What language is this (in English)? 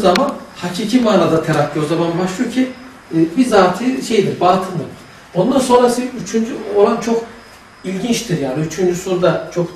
Turkish